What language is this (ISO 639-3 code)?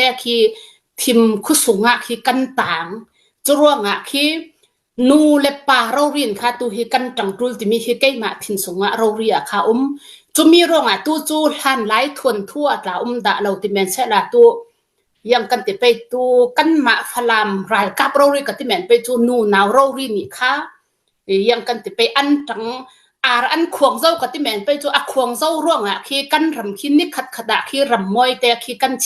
cnh